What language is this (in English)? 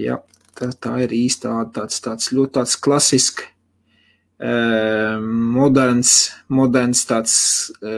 Latvian